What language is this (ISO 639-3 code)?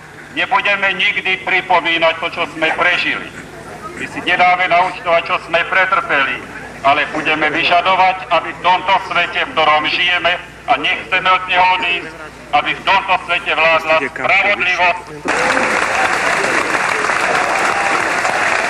slk